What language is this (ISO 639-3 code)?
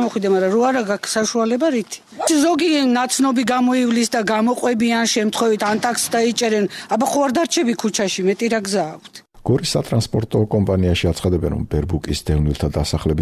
kat